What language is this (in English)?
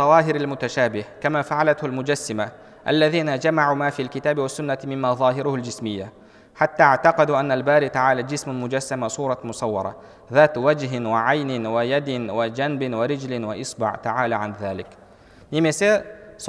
Kazakh